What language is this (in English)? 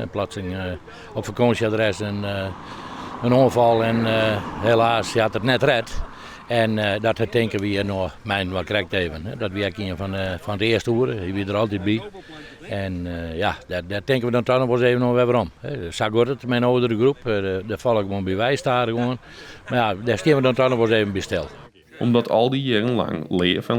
Western Frisian